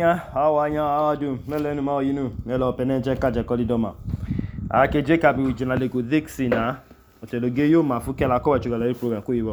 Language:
Idoma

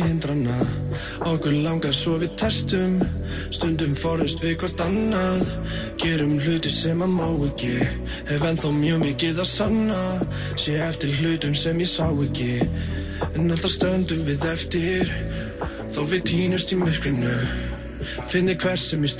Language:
Icelandic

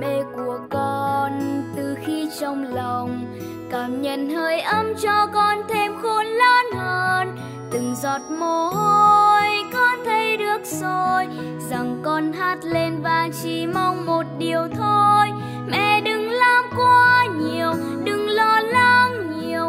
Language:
Vietnamese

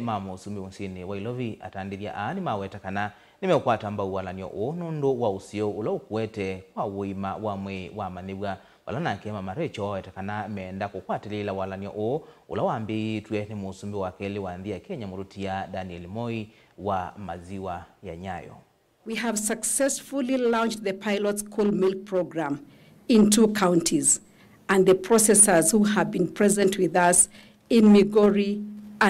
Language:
Kamba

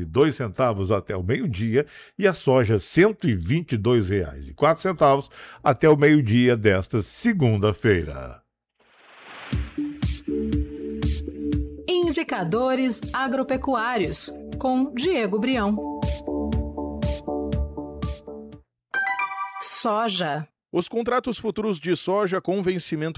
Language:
Portuguese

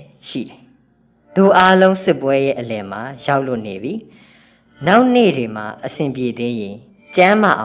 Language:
Burmese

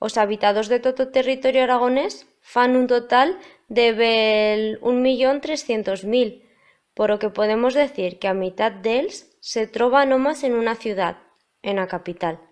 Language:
Aragonese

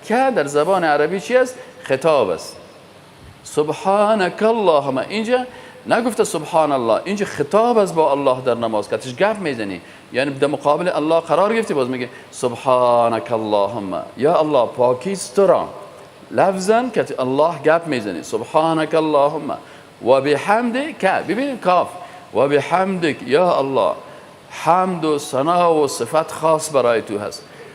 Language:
Persian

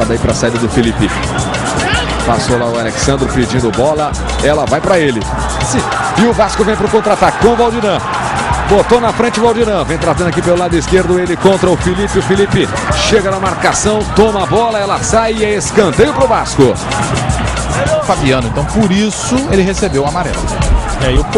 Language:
Portuguese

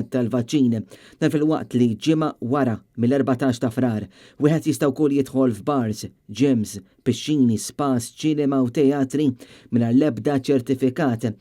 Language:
Maltese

